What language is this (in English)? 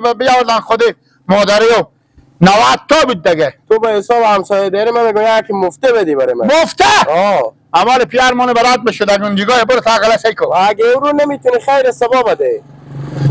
Hazaragi